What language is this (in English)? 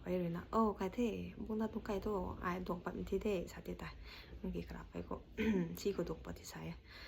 Rongmei Naga